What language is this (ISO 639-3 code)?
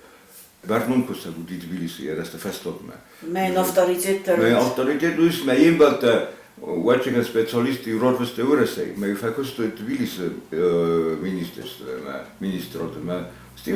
oss